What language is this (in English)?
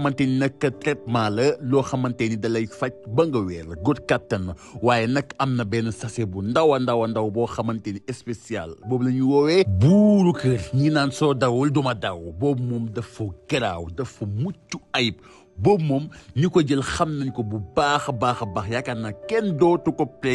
Wolof